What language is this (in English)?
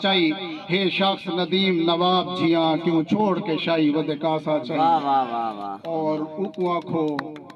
Saraiki